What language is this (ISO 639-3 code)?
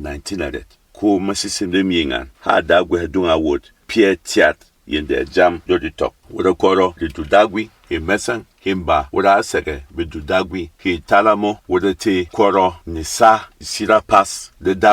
bom